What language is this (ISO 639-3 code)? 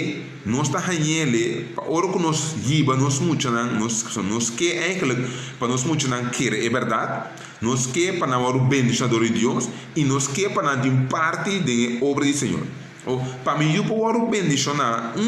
pap